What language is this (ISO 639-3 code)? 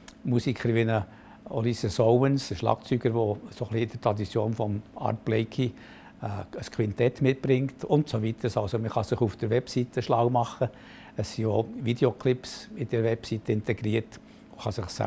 gsw